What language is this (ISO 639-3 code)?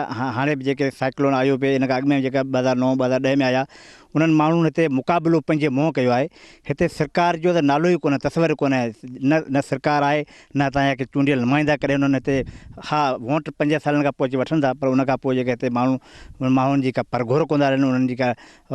snd